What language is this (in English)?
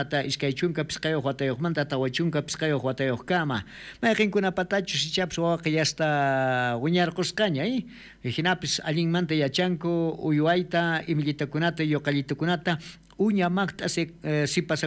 South Bolivian Quechua